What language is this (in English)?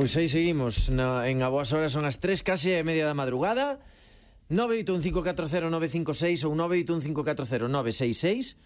Galician